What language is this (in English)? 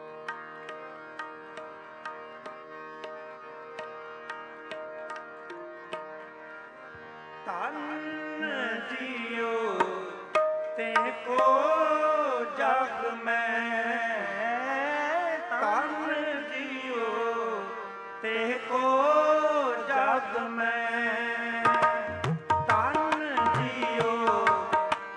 Punjabi